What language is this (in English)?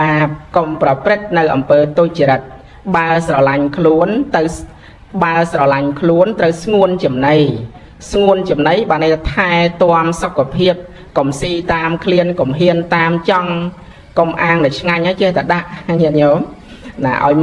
Khmer